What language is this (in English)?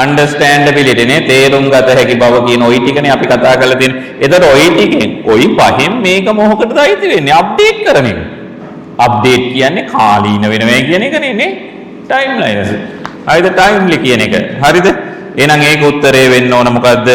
Sinhala